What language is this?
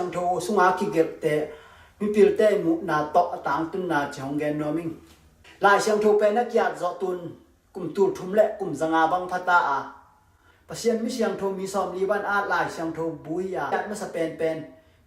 Tedim Chin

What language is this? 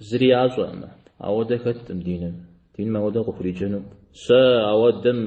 Kabardian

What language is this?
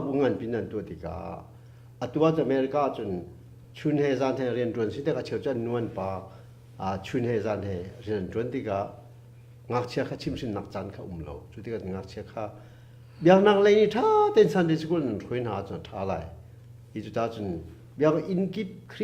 Hakha Chin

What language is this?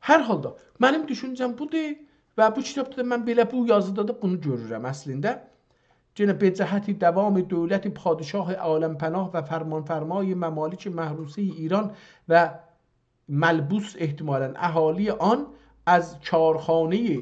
South Azerbaijani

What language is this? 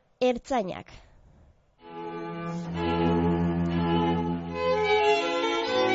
Basque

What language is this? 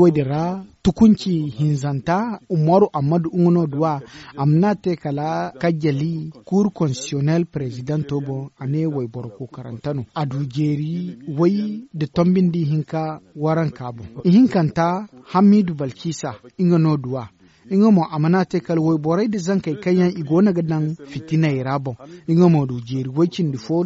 Zarma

